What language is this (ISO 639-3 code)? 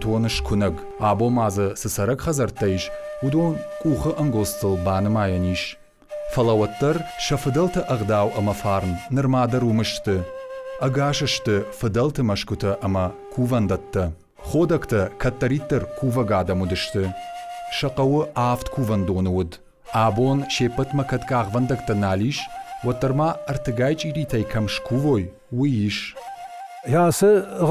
oss